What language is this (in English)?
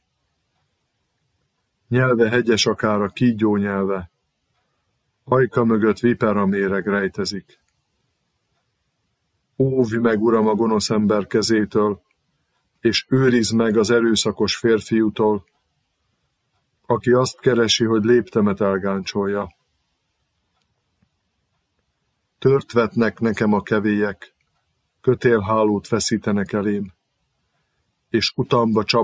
Hungarian